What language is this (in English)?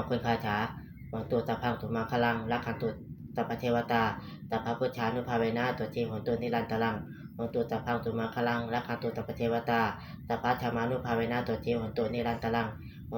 Pali